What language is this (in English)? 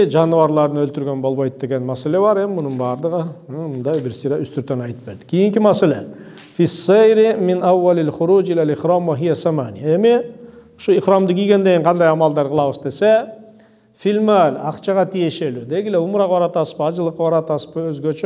Kyrgyz